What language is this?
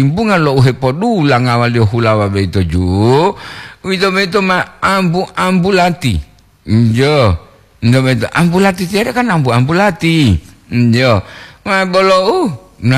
Gorontalo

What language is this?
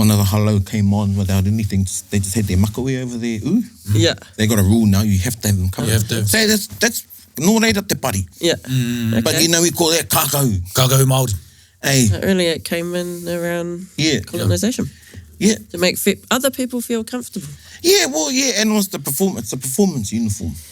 Māori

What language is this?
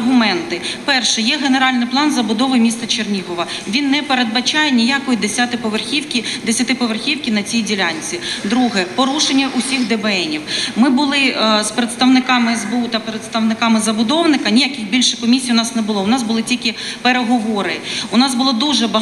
Ukrainian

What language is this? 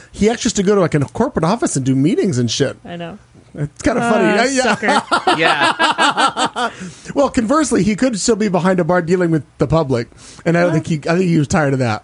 English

